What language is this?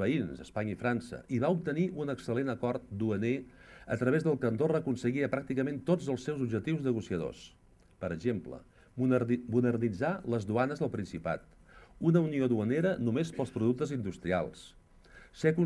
Catalan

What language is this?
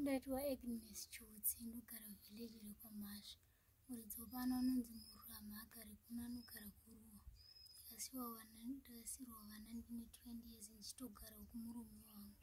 Shona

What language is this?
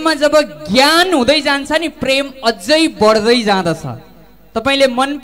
Nepali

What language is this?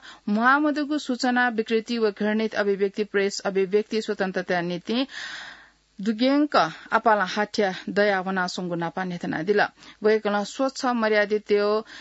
Newari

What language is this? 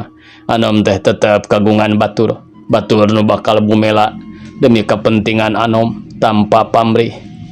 Sundanese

